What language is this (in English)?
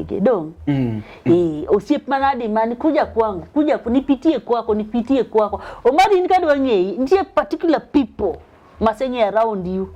Luo (Kenya and Tanzania)